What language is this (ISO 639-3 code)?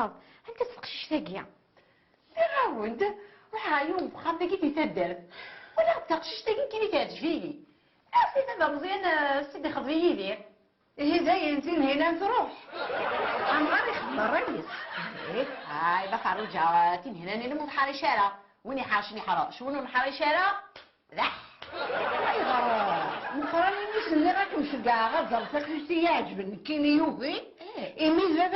kab